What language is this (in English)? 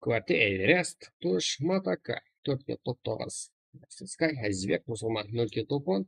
Kara-Kalpak